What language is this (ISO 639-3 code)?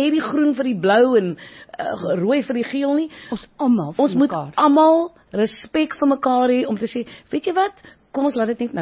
afr